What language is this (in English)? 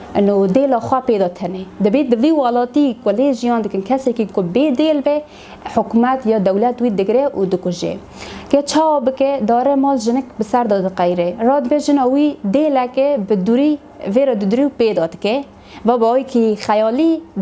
Kurdish